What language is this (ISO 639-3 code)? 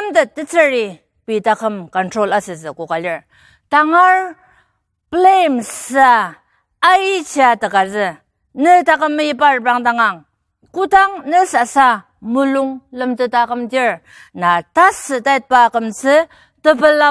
njo